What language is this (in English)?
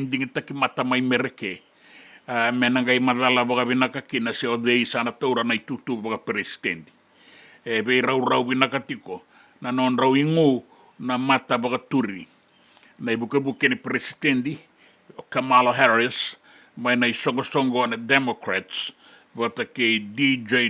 Fijian